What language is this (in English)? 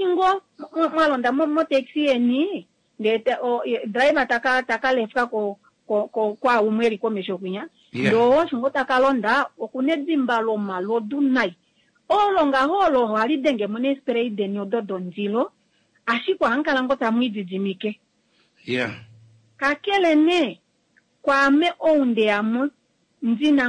Kuanyama